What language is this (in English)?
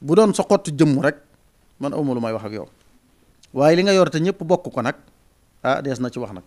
Wolof